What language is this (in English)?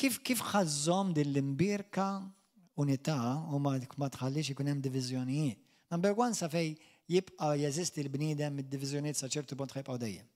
Maltese